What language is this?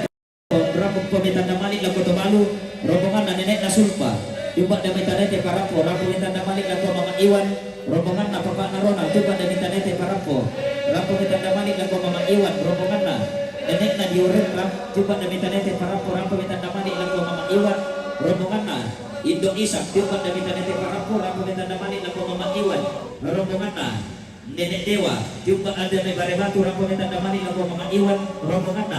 Toraja-Sa'dan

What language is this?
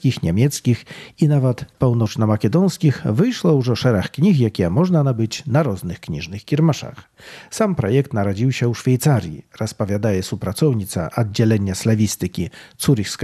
Belarusian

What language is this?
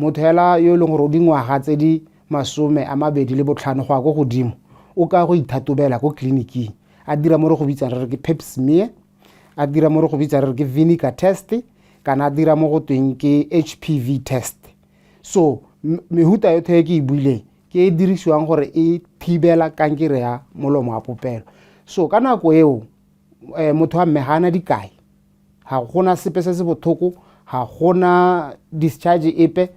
Tswana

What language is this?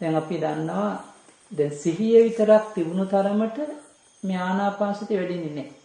Sinhala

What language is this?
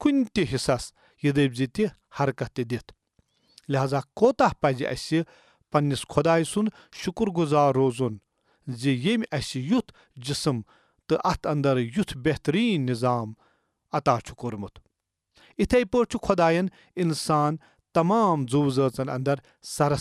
Kashmiri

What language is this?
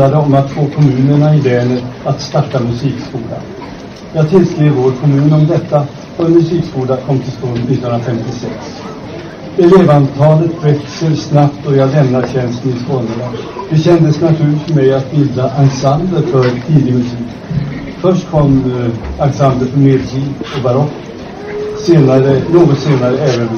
Swedish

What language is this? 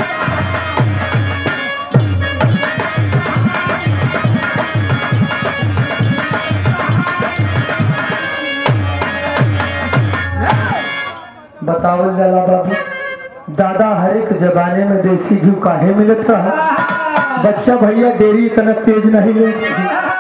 Bhojpuri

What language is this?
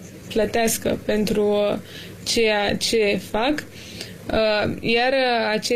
Romanian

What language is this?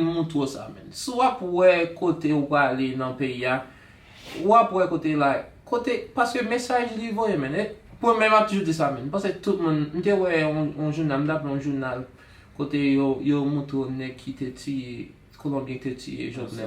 Haitian Creole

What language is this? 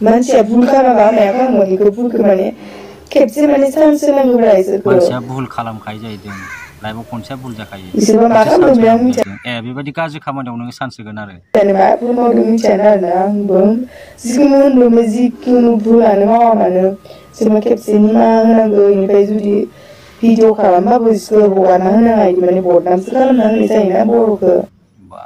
Bodo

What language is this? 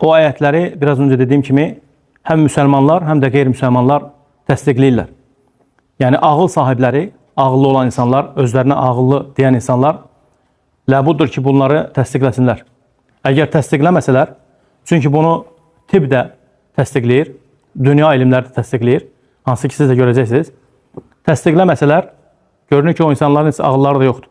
Azerbaijani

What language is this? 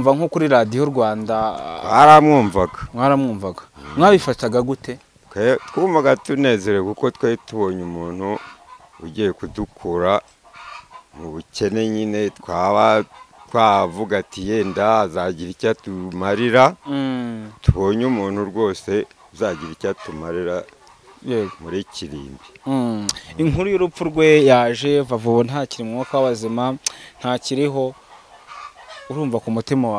Kinyarwanda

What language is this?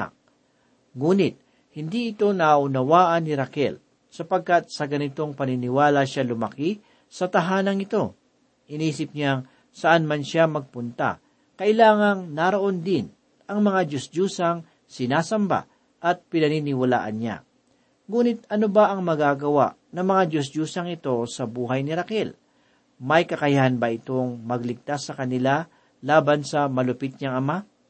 Filipino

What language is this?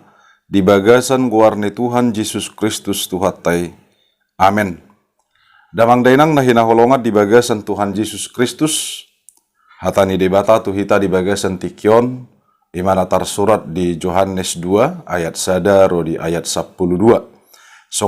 Batak Toba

